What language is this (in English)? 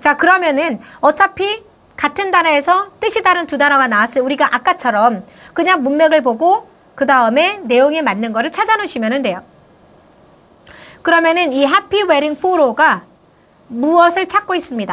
Korean